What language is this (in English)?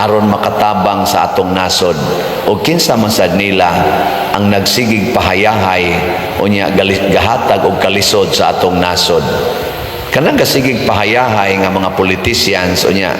Cebuano